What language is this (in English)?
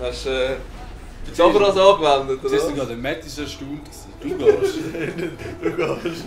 Swiss German